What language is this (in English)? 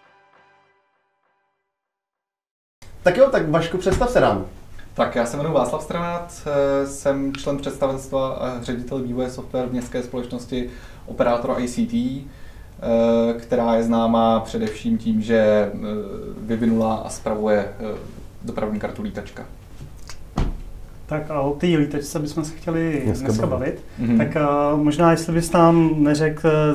Czech